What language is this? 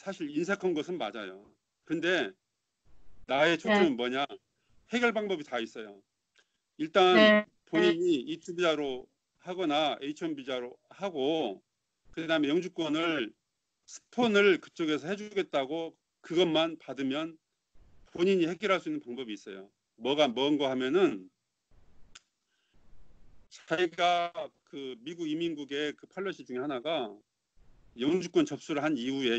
Korean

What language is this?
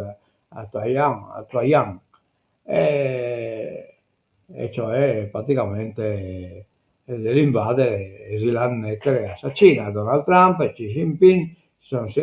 Sardinian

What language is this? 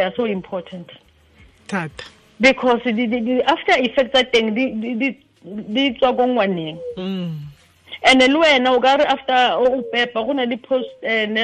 Tswana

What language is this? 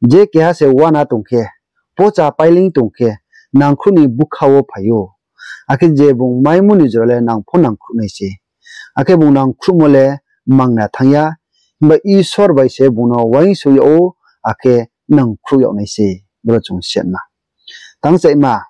Riang (India)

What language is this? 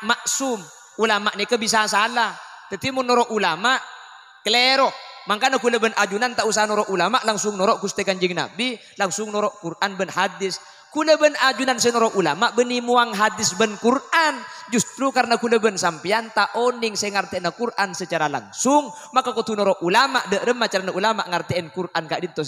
Madurese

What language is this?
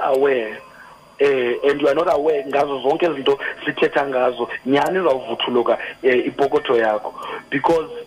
Xhosa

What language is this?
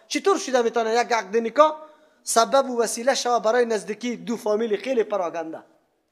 Persian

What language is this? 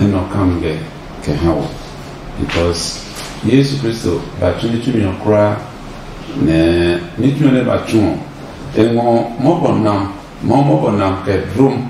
Adangme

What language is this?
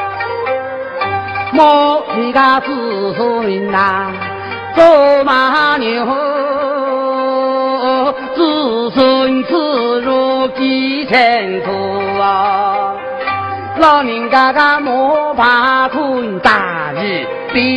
Hakka Chinese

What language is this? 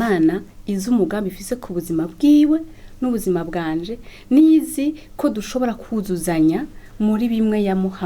Rundi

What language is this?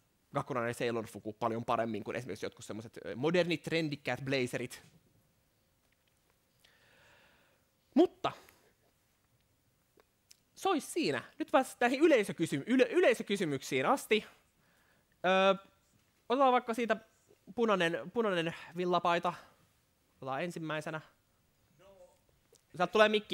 Finnish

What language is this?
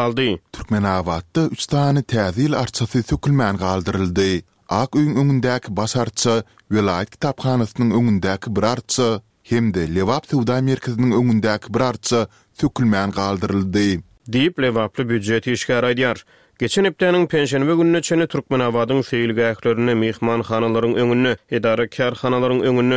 Turkmen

